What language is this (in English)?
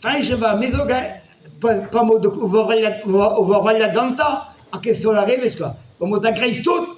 Breton